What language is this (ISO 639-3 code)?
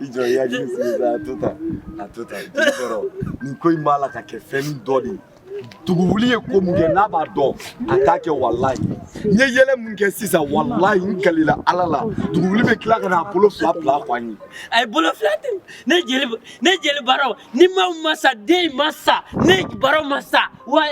bam